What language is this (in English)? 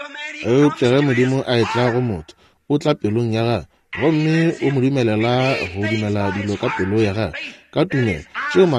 Northern Sotho